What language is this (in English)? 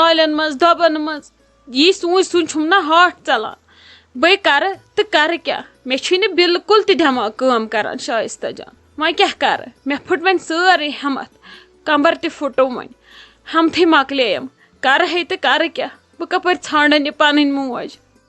Kashmiri